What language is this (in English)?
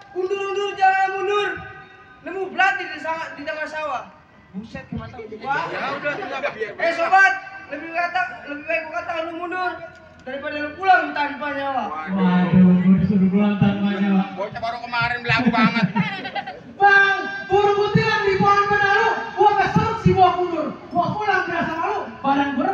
Betawi